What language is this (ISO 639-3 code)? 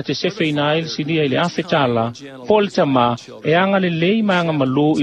smo